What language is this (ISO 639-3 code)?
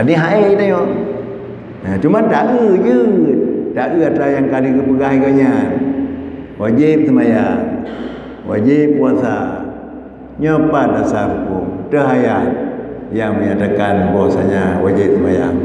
ace